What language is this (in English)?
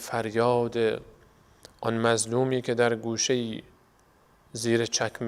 Persian